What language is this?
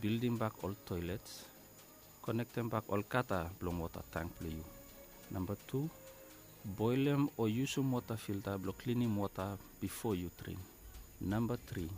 Bislama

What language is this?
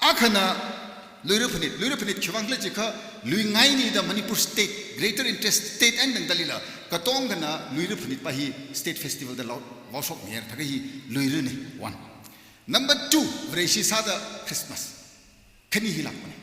Tangkhul Naga (India)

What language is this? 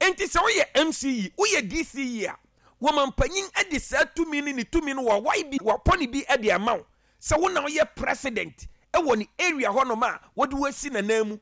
Akan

